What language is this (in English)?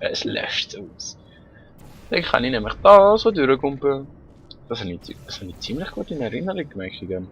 Swiss German